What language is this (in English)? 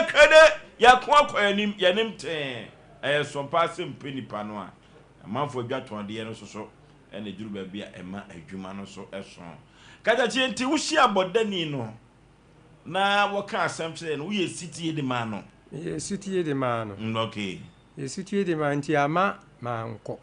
Akan